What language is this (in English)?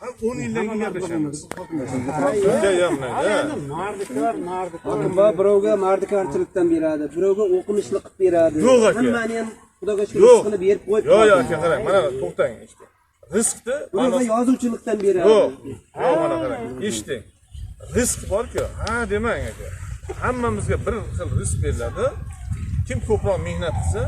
Uzbek